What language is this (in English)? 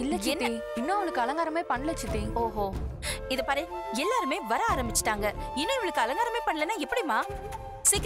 Tamil